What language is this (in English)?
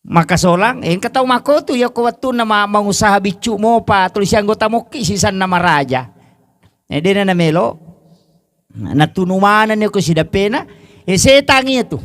Buginese